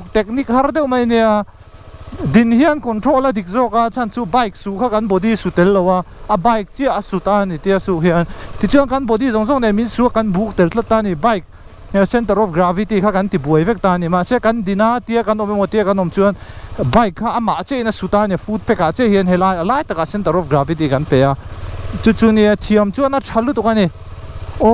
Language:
Mizo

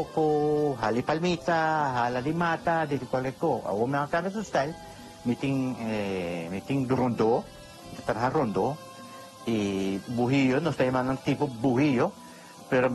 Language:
Papiamento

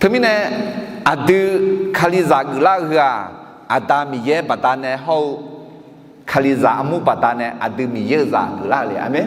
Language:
Akha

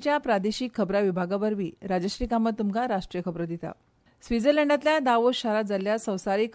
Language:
Konkani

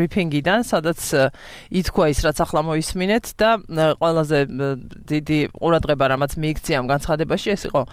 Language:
Georgian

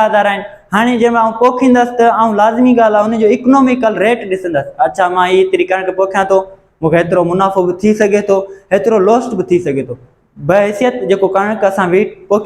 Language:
Sindhi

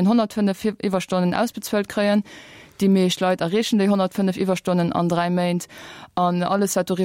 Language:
Luxembourgish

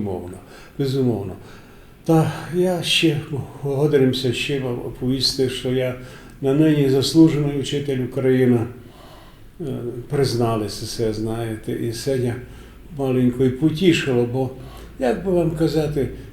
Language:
Rusyn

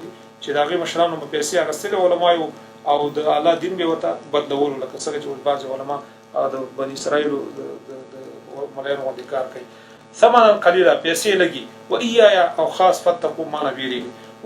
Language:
Pashto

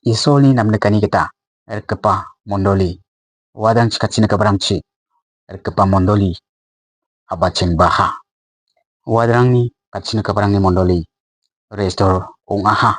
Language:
Garo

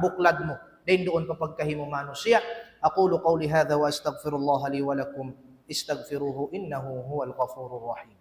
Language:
Tausug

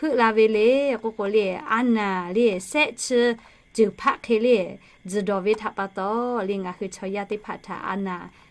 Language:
Lahu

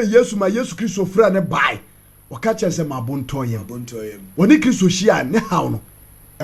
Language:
Akan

